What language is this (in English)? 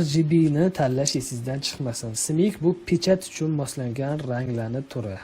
Uzbek